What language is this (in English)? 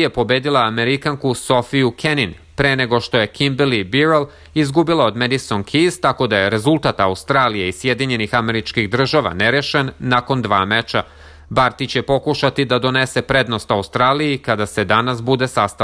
Serbian